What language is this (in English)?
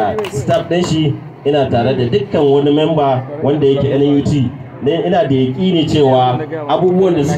Hausa